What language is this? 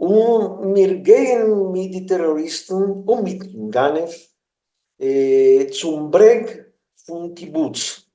Yiddish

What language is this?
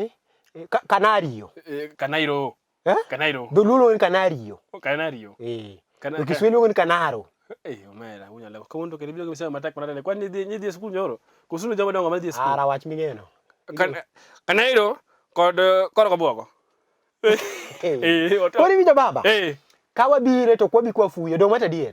Luo (Kenya and Tanzania)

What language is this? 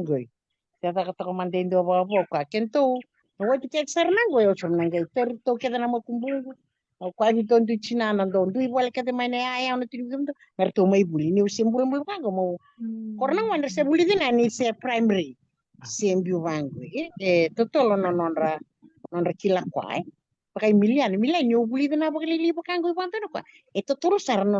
Fijian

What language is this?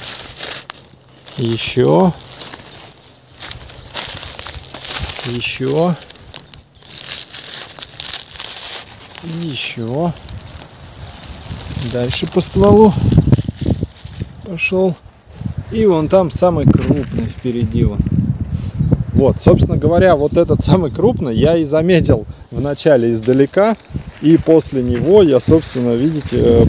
Russian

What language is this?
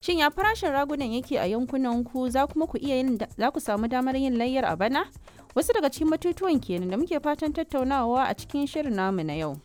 Hausa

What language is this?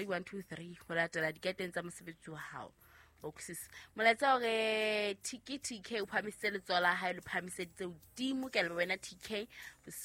Southern Sotho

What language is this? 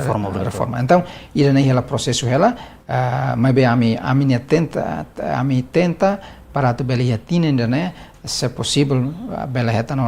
Tetum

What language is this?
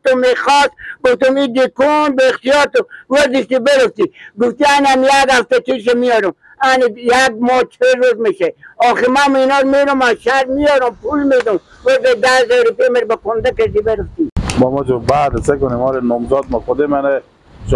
Persian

